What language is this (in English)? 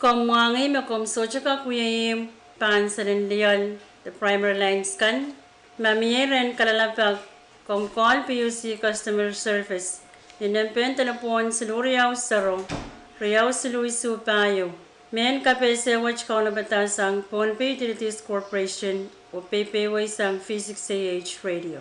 Pohnpeian